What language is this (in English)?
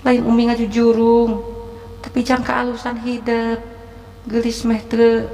Sundanese